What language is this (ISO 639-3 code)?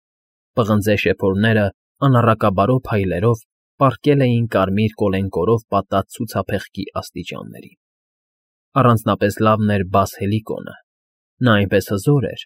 hye